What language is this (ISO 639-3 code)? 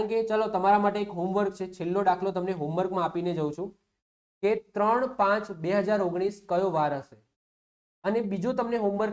guj